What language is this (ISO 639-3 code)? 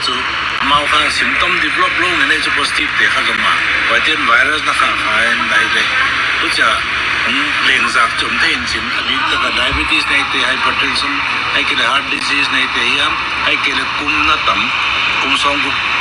pck